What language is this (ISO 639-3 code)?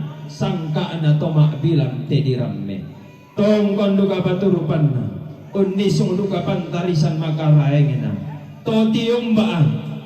sda